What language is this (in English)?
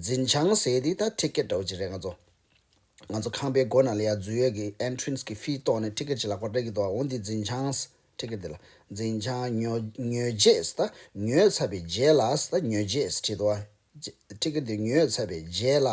Tibetan